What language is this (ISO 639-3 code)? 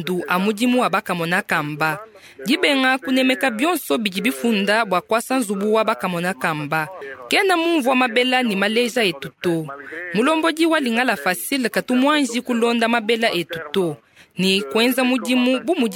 lua